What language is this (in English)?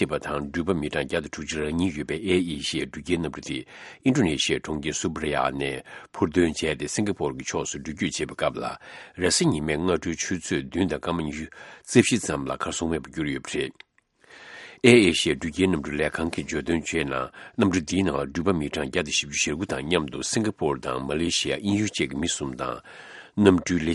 Tibetan